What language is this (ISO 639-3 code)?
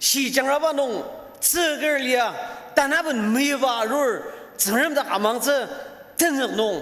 njo